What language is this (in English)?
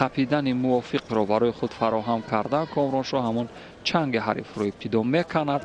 Tajik